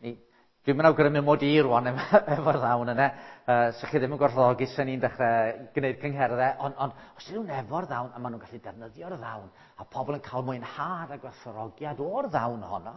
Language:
Welsh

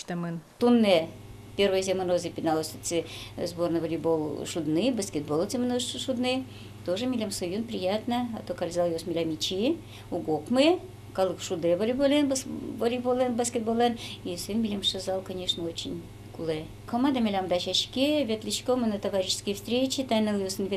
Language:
Udmurt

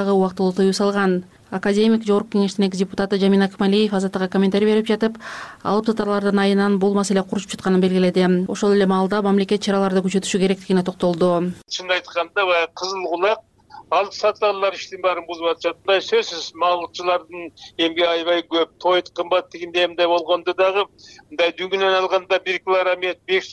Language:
Kyrgyz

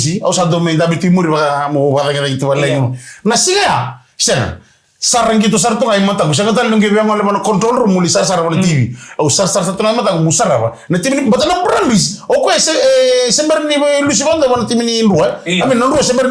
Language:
Fijian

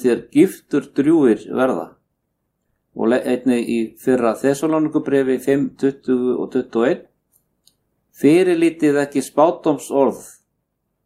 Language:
Icelandic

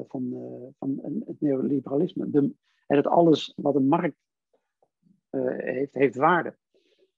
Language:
Dutch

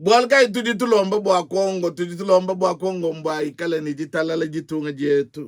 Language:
Luba-Lulua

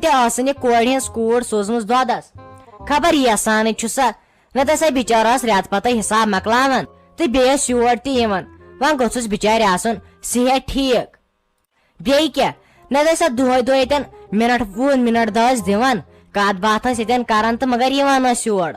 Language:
Kashmiri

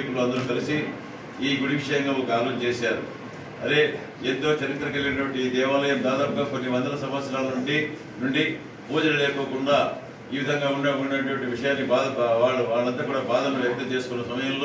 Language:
Telugu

